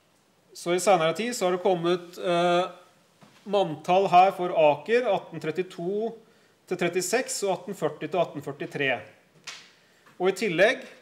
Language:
Norwegian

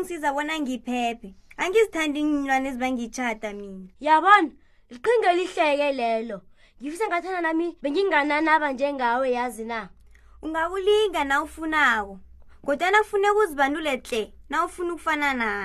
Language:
South Ndebele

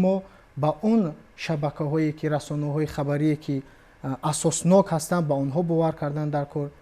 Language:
Tajik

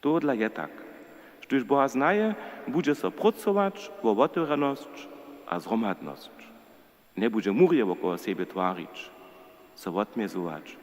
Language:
Upper Sorbian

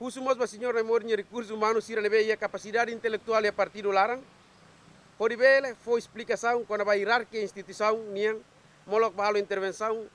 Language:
Tetum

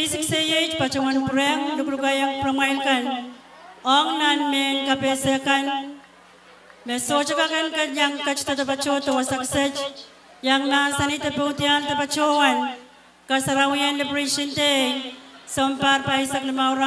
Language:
Pohnpeian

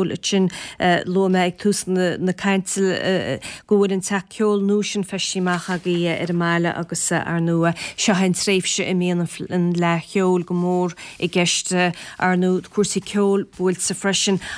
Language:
Irish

